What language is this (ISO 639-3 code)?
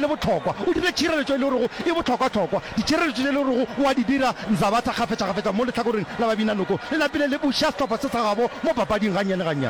nso